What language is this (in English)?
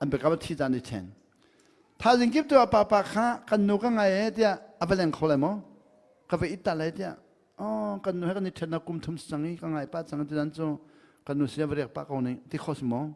Hakha Chin